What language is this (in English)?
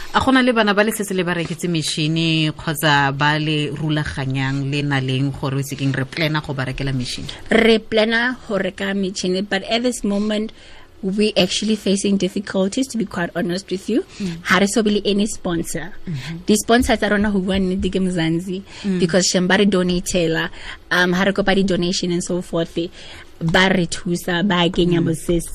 Tswana